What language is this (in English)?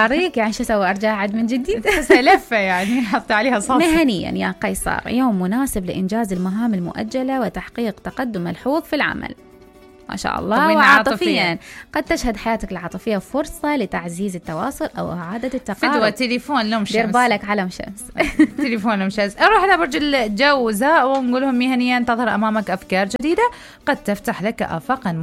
Mesopotamian Arabic